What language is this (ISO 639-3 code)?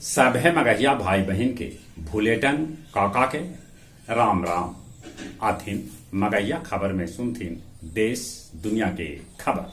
mag